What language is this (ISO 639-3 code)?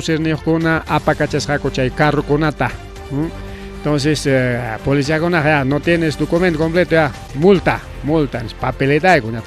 quy